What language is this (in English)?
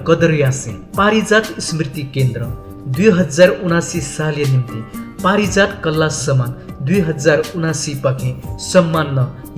Newari